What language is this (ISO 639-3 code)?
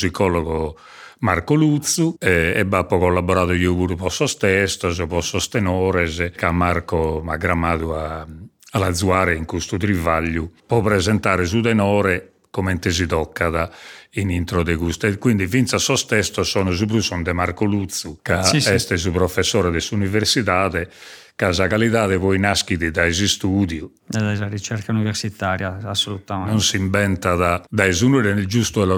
srd